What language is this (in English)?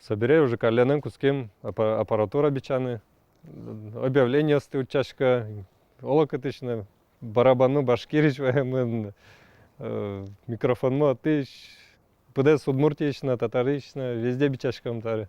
Udmurt